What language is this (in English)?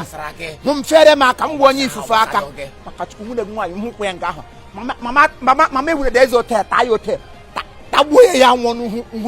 Igbo